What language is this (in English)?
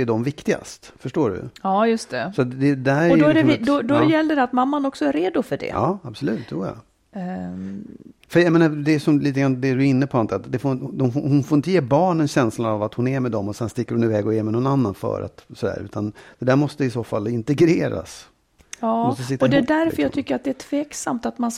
Swedish